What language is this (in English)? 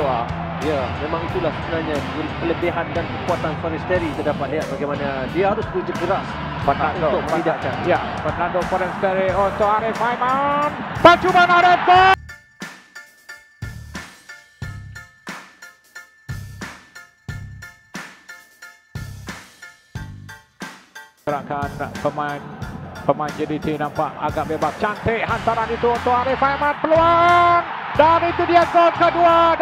Malay